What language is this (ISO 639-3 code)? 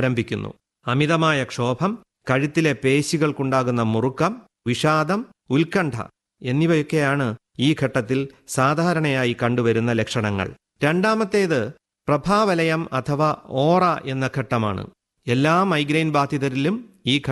mal